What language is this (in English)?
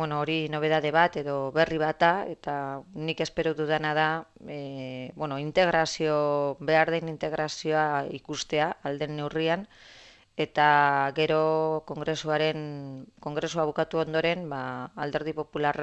Basque